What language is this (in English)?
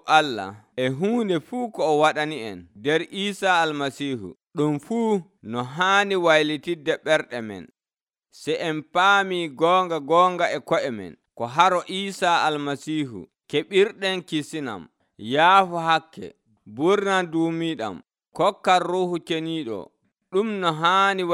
Nigerian Fulfulde